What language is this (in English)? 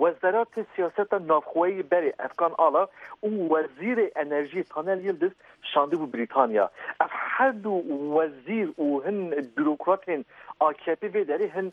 Kurdish